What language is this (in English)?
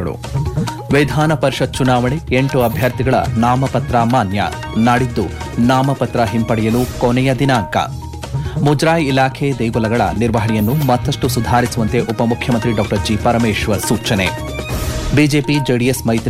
Kannada